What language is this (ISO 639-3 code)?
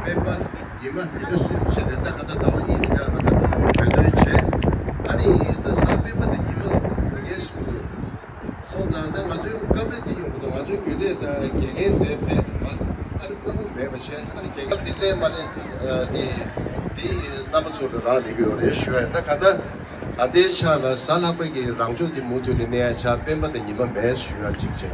bod